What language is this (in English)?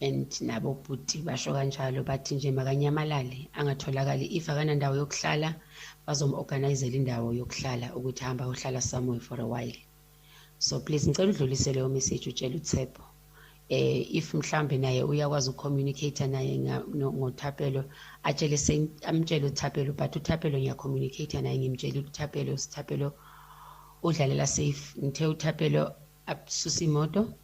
Zulu